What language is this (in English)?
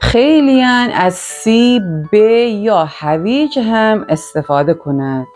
Gilaki